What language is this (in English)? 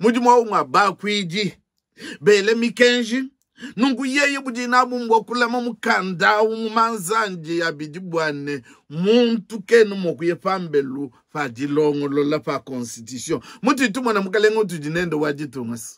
Luba-Lulua